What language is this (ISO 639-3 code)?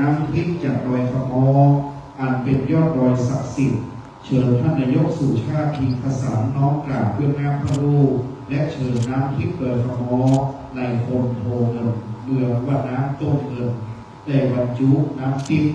pli